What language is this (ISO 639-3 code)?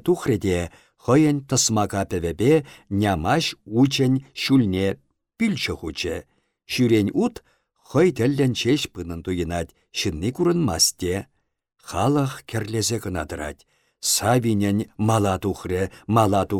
chv